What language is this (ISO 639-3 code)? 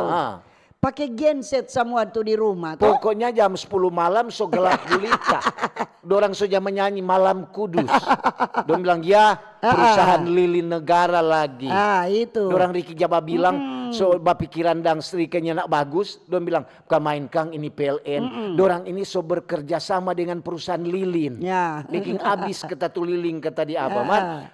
xmm